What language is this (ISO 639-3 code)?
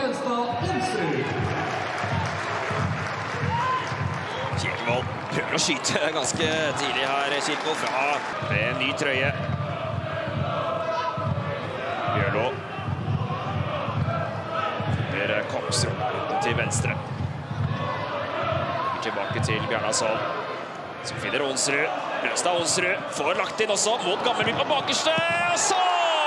nor